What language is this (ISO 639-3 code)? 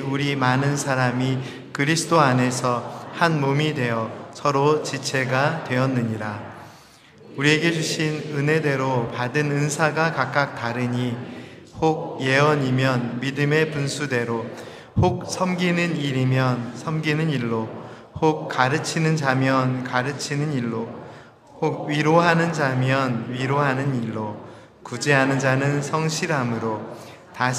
kor